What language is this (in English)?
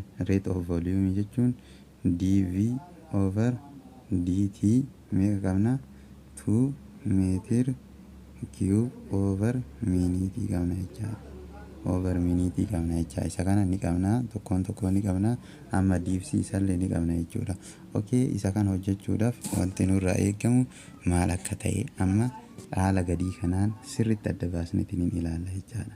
Oromo